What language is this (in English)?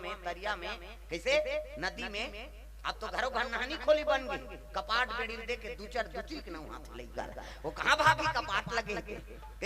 Chhattisgarhi